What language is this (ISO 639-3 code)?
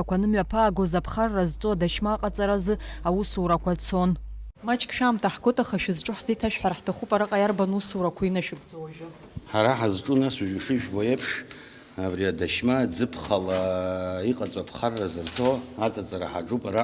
abk